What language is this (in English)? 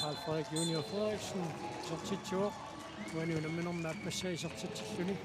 Kalaallisut